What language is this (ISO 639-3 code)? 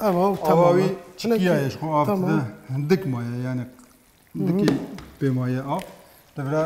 kur